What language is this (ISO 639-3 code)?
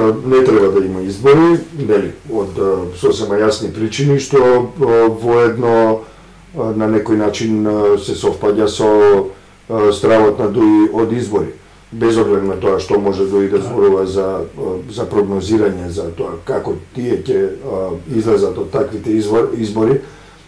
mkd